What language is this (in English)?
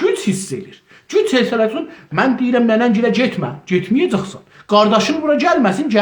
South Azerbaijani